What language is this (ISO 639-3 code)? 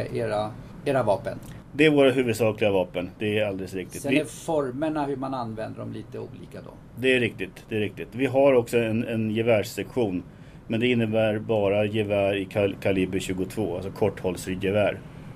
swe